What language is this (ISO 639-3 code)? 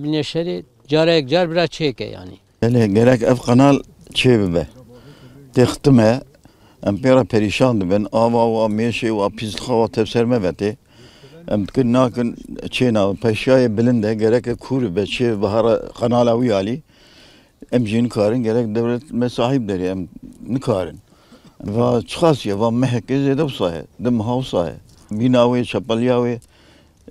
kur